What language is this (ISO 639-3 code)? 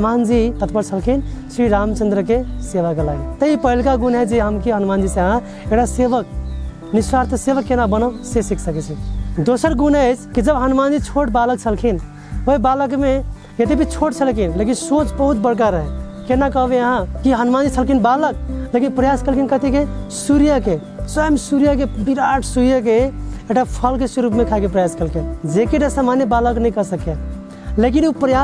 mai